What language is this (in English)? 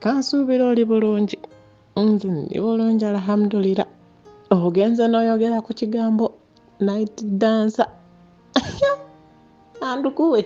Ganda